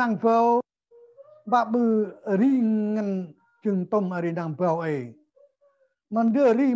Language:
Central Mnong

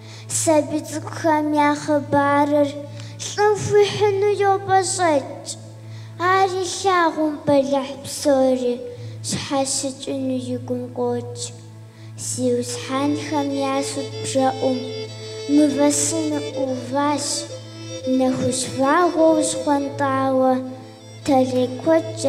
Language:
Kabardian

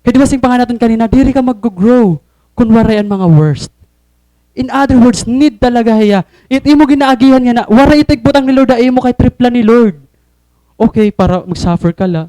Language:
Waray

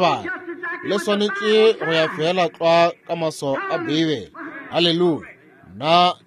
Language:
Northern Sotho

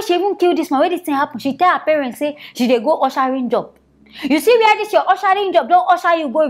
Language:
Nigerian Pidgin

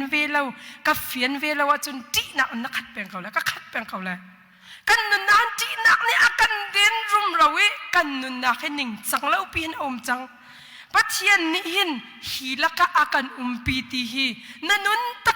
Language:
Hakha Chin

